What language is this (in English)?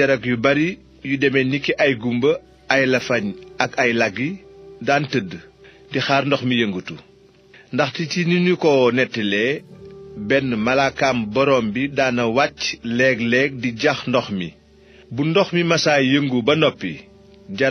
Wolof